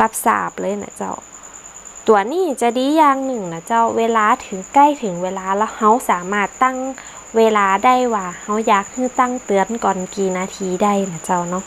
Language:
Northern Thai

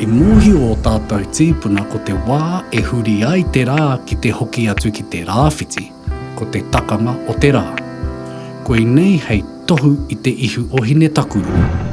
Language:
Māori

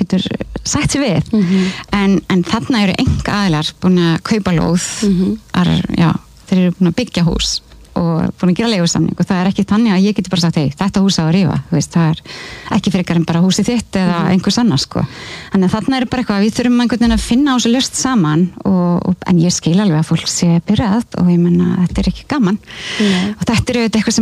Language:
Icelandic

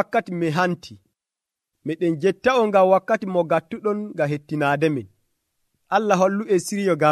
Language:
Nigerian Fulfulde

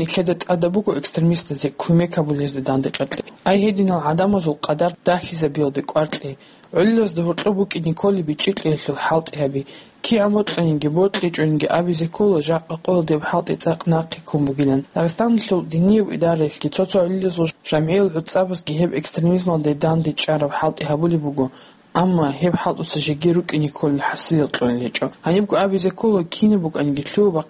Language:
Avaric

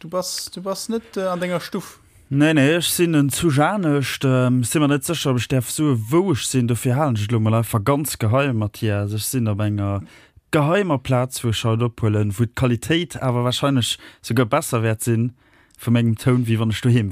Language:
Luxembourgish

